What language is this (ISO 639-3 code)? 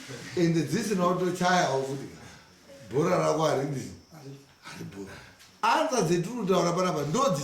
sna